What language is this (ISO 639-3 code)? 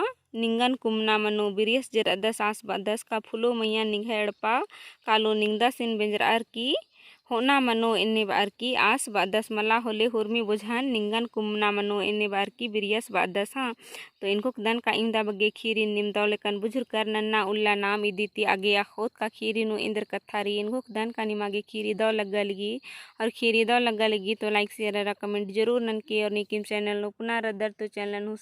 kru